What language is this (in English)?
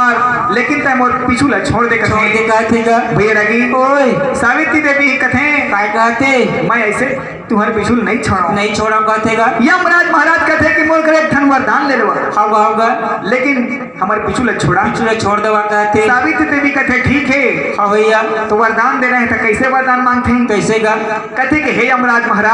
Chhattisgarhi